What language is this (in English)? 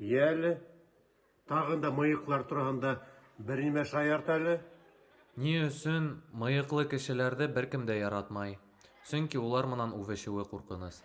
Bashkir